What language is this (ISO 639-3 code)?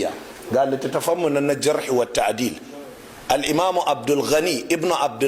hau